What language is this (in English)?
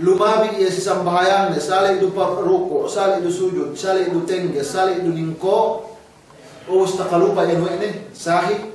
Yakan